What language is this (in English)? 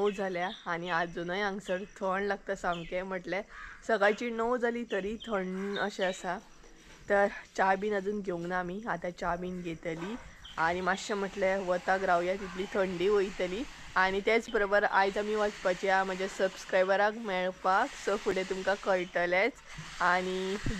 Konkani